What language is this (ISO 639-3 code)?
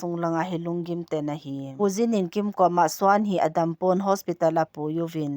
tcz